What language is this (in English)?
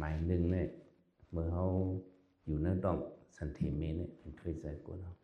Shan